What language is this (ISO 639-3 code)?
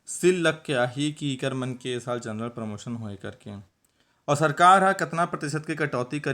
hne